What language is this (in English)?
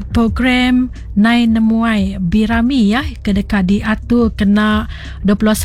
Iban